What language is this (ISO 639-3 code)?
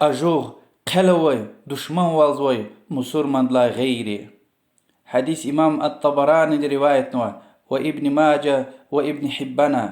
lez